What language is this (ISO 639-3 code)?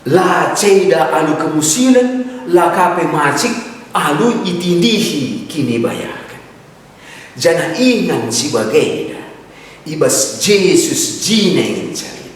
btx